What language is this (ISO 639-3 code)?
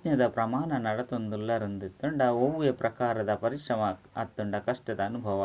tcy